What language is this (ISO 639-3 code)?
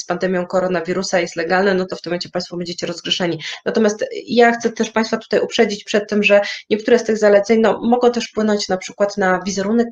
pol